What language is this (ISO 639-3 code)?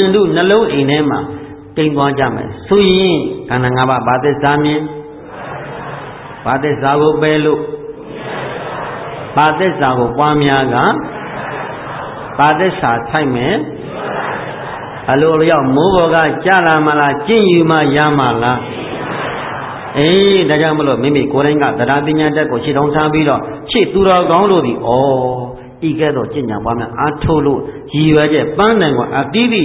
mya